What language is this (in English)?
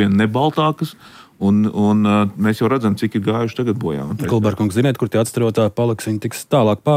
Latvian